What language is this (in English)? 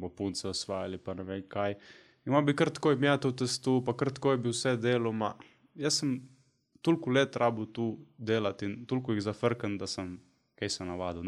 Slovenian